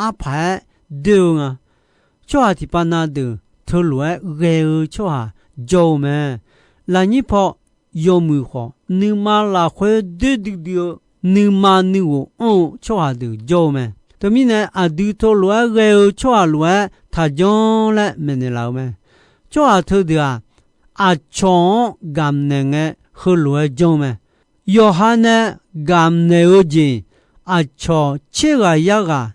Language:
Akha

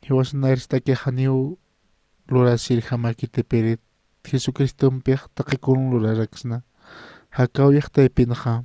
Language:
Aymara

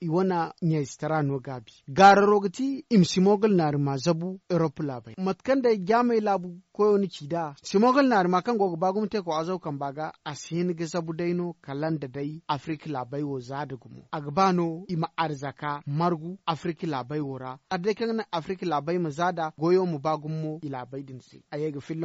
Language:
Zarma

